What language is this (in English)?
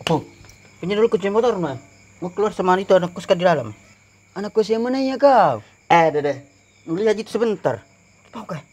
Makassar Malay